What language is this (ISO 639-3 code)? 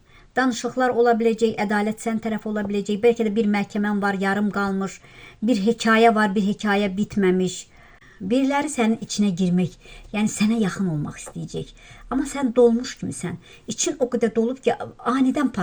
aze